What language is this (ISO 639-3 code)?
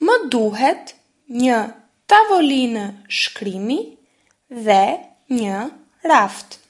sqi